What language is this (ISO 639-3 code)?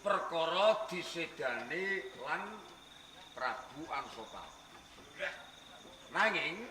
jav